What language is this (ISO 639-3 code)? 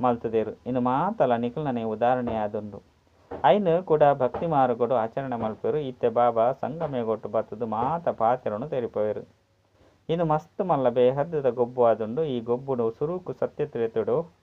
tcy